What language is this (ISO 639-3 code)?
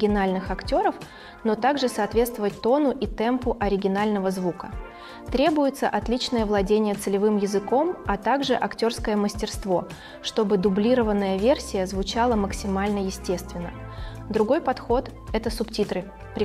rus